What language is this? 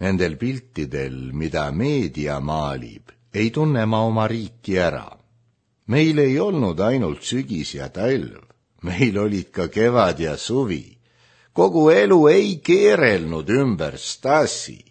Estonian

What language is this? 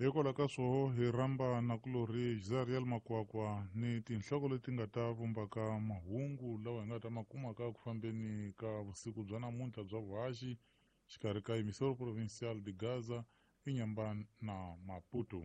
Tsonga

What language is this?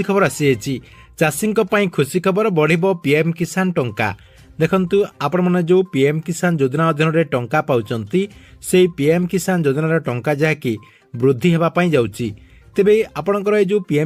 Odia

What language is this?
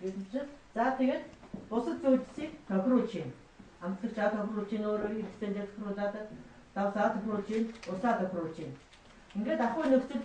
Mongolian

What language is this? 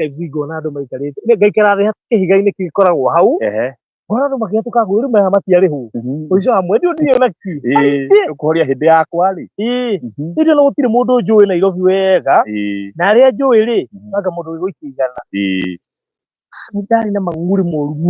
Kikuyu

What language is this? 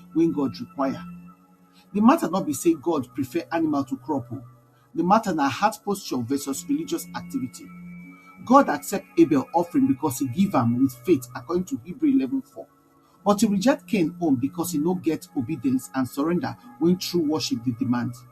Nigerian Pidgin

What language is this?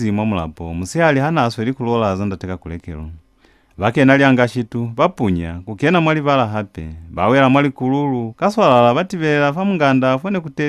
Lozi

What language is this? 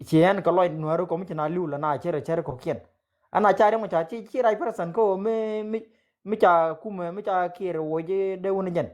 Nuer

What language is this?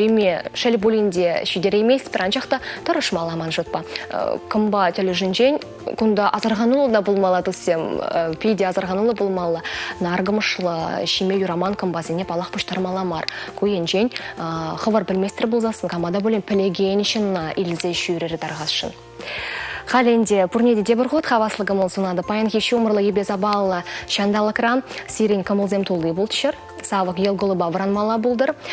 Chuvash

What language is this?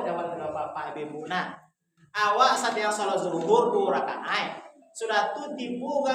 Minangkabau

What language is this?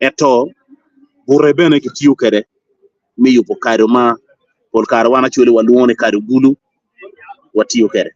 Acoli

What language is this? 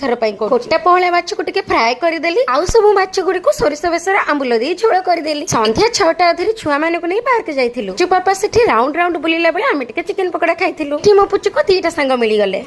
Odia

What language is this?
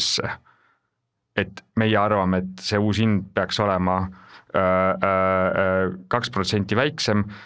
Estonian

